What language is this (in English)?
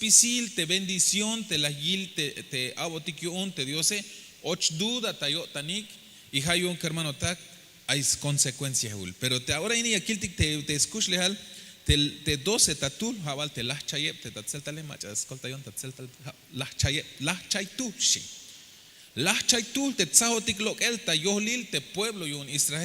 Tzeltal